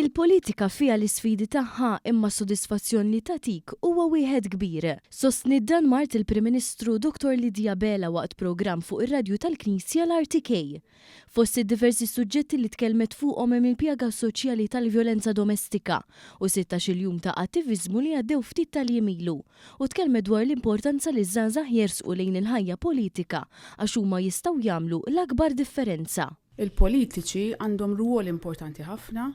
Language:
Maltese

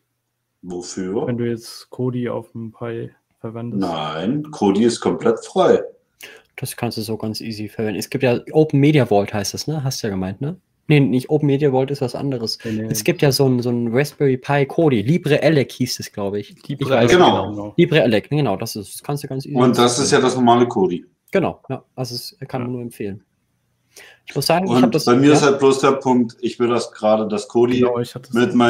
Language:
German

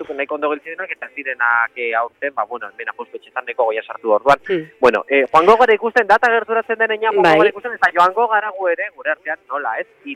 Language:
Basque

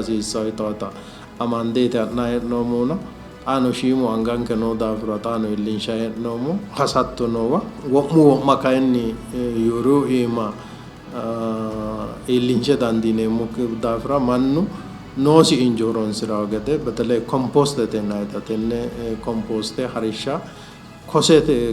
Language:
Sidamo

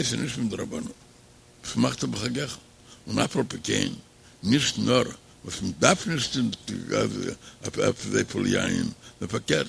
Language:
Yiddish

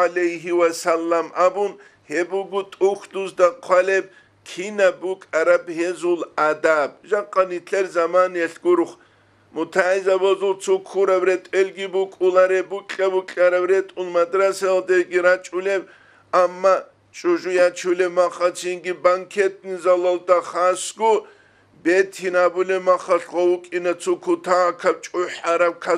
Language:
Avaric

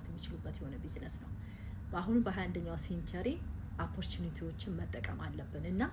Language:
Amharic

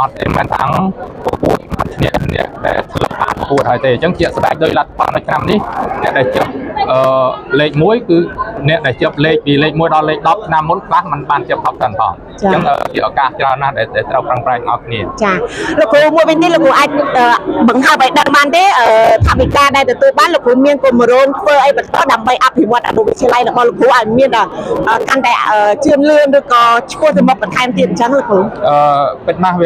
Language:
Khmer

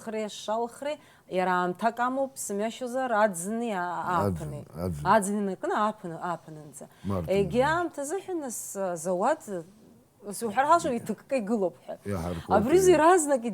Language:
Abkhazian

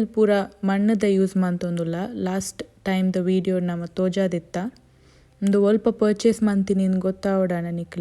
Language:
Tulu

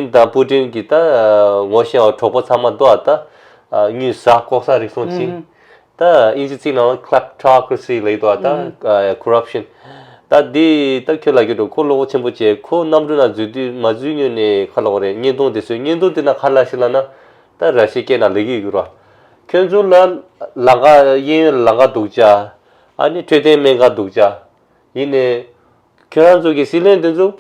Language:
Tibetan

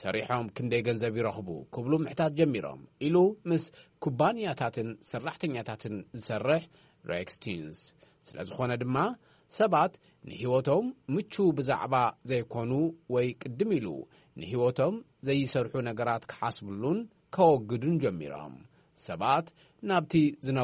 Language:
Tigrinya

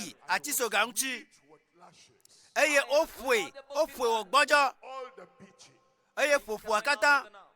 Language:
Ewe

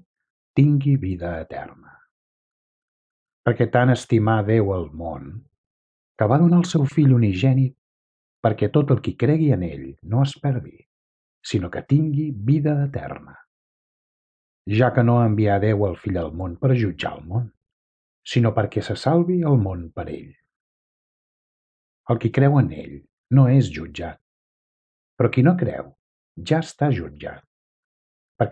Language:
Catalan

